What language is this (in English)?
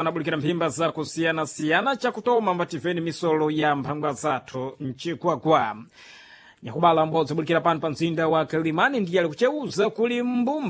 Sena